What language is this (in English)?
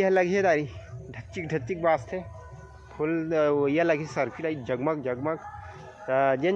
Chhattisgarhi